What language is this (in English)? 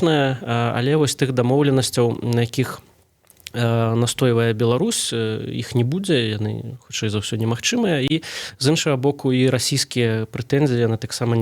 Belarusian